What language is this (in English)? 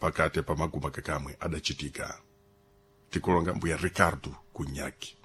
Sena